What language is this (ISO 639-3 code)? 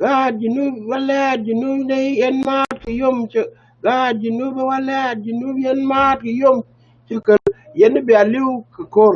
nus